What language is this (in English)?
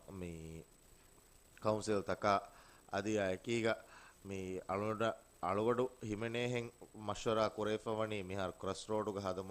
Divehi